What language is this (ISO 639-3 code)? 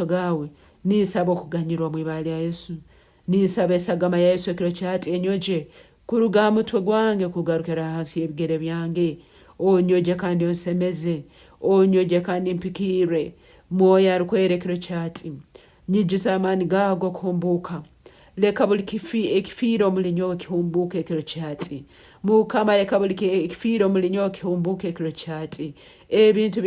nyn